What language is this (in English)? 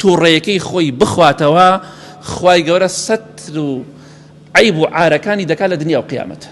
Central Kurdish